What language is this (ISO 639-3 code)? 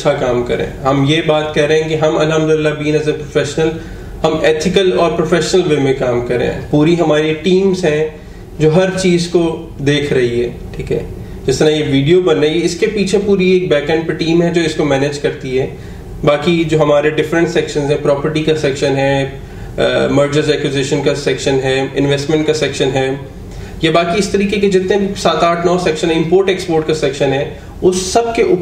urd